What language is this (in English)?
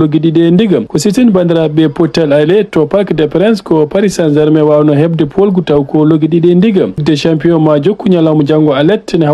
Fula